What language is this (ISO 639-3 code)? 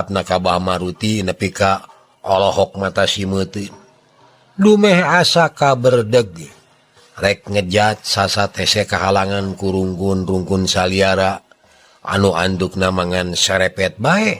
sun